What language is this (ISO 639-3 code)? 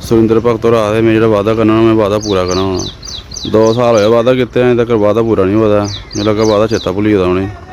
doi